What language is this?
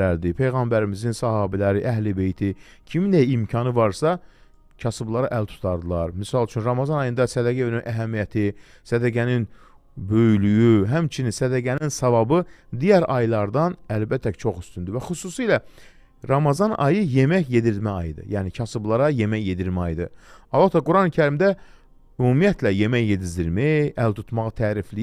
Azerbaijani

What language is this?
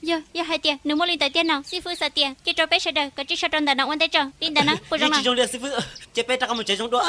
Hmong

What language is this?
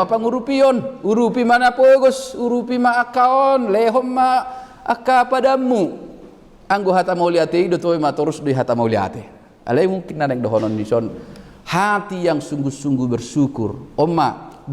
Batak Toba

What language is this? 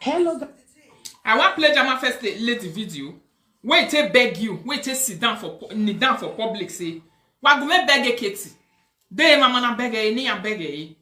Nigerian Pidgin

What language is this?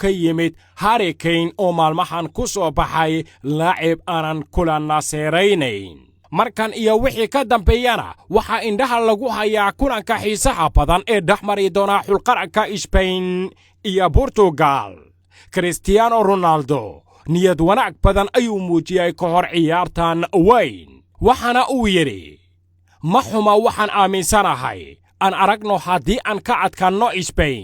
Somali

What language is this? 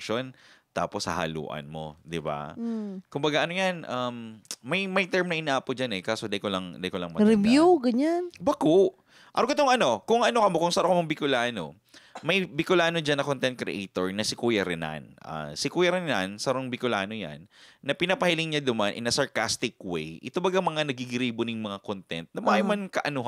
Bikol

